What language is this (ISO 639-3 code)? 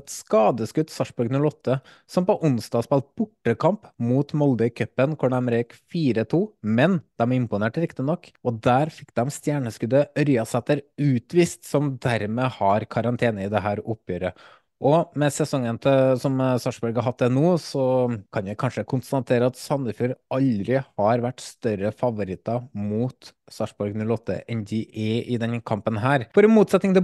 nor